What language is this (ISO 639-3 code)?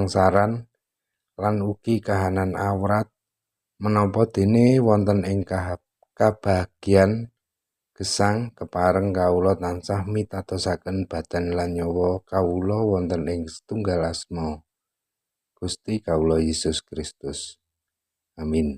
jav